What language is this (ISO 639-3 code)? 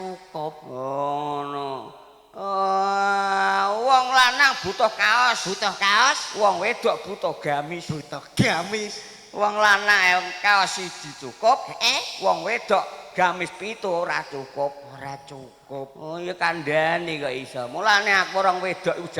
jav